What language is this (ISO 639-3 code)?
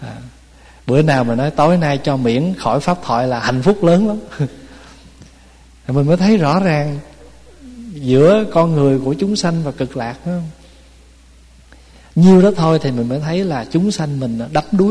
vie